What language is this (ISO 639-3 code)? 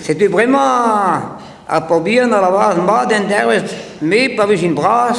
bre